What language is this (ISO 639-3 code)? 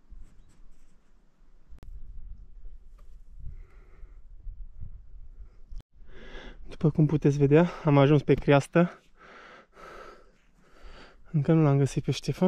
ron